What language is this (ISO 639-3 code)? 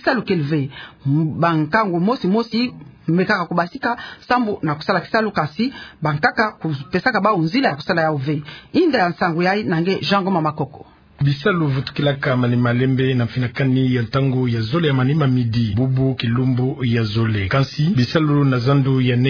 ktu